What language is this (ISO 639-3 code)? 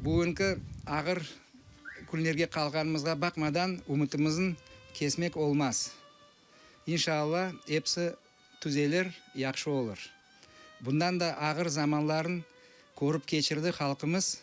crh